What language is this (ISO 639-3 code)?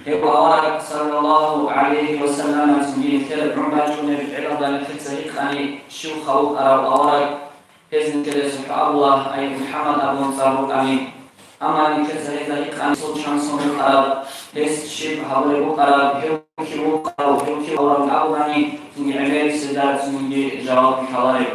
ava